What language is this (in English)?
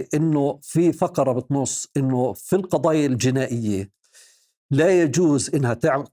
North Levantine Arabic